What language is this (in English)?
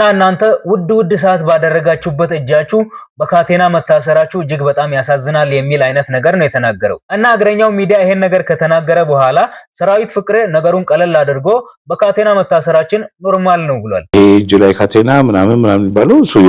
Amharic